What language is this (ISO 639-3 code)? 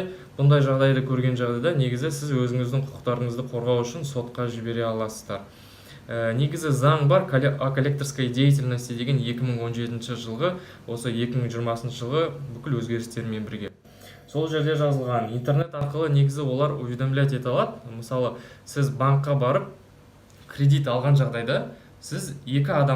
kaz